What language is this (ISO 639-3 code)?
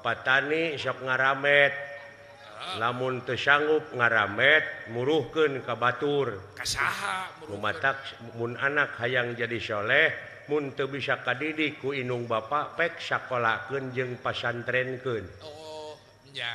sun